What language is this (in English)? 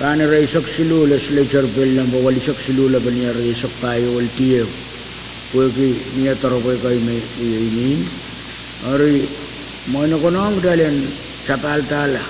Pohnpeian